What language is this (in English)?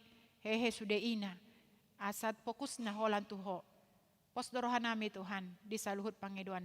Batak Toba